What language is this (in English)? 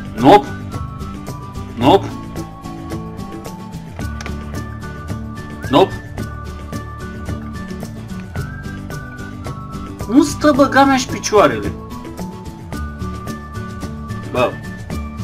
Romanian